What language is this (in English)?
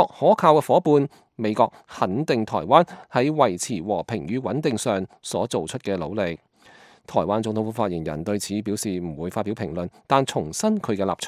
Cantonese